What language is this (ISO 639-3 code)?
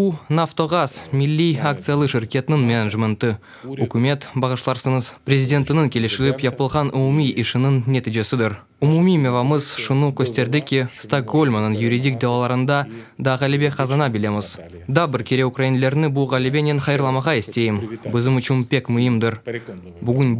crh